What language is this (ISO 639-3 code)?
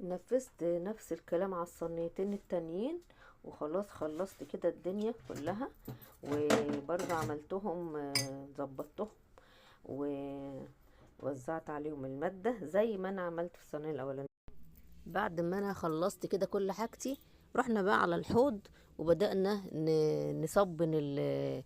arz